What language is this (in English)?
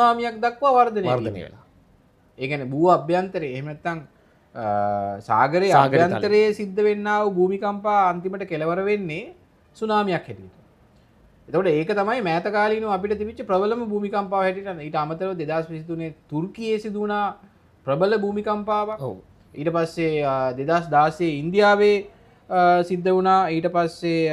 Sinhala